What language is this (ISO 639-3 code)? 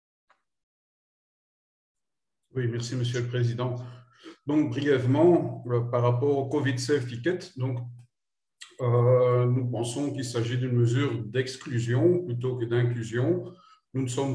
fra